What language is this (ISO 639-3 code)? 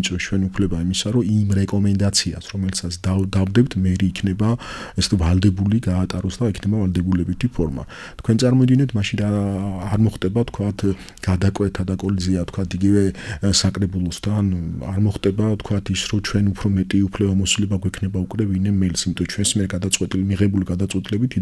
kat